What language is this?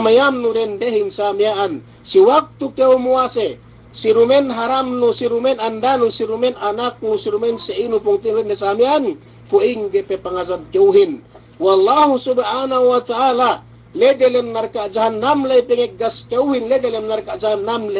Yakan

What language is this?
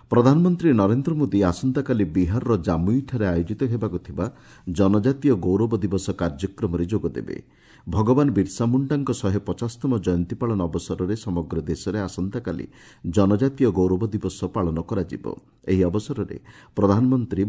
Odia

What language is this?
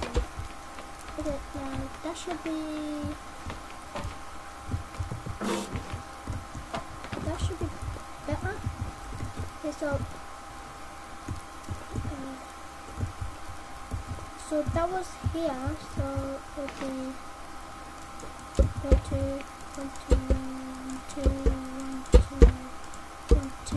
English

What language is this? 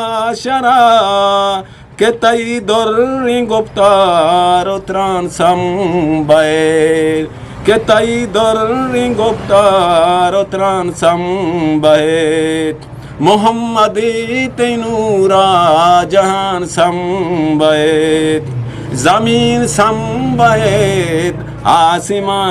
Eastern Balochi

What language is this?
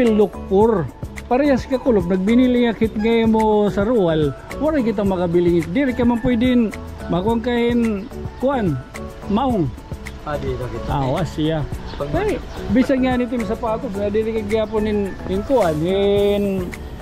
Waray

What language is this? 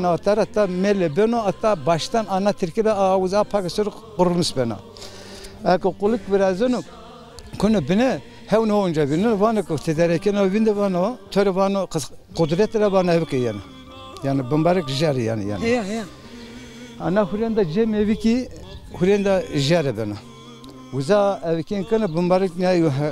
Zaza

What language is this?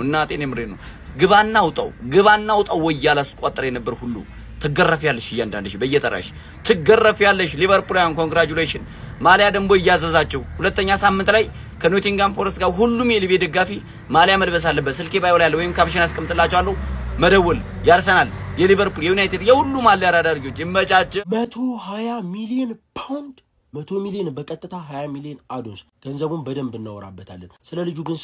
Amharic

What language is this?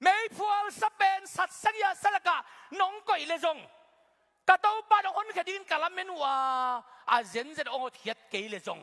Tedim Chin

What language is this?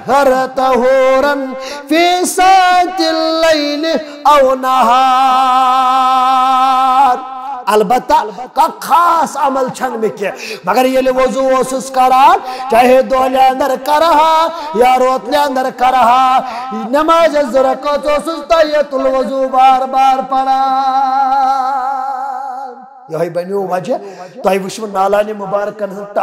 Kashmiri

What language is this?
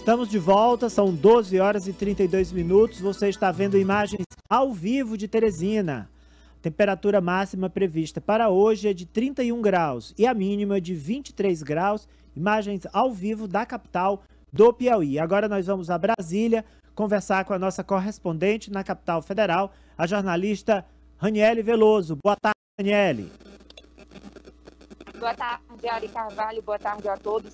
Portuguese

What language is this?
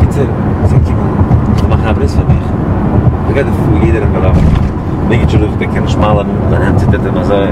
Yiddish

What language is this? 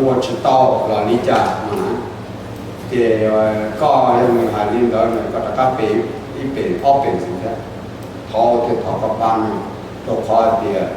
Hmong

